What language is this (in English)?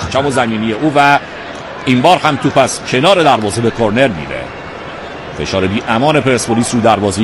Persian